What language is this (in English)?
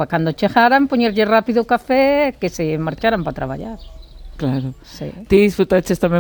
Galician